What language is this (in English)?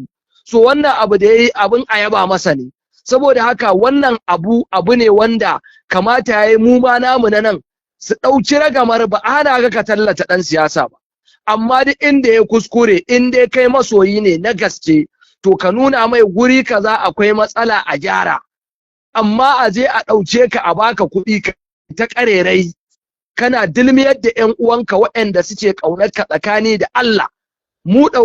Hausa